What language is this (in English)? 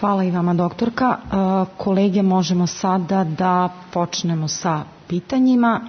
Serbian